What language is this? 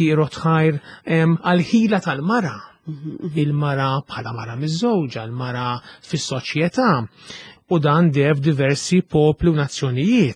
Maltese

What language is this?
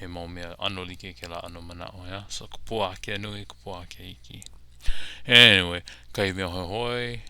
Hawaiian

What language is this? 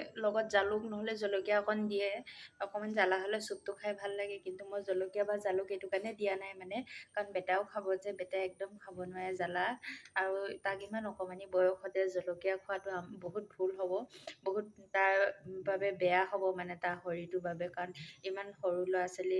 Assamese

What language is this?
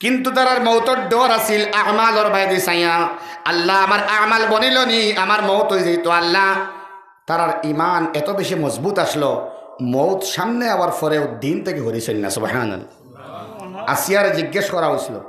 Sylheti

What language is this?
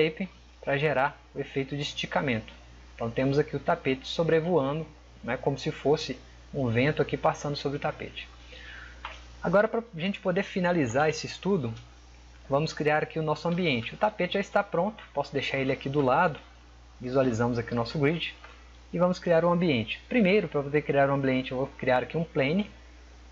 Portuguese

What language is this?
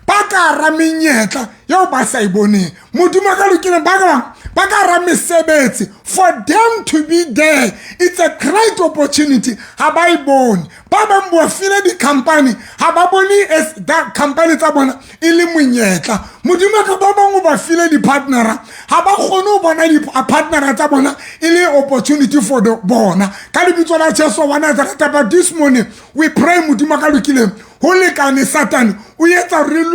Southern Sotho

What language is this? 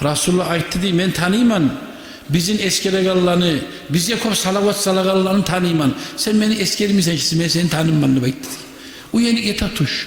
Kumyk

